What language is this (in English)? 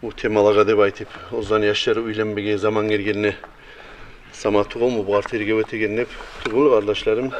Kumyk